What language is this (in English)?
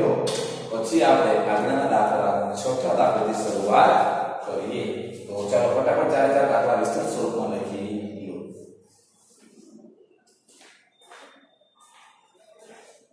Gujarati